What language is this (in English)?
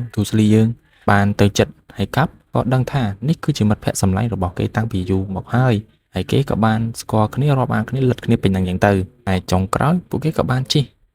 Khmer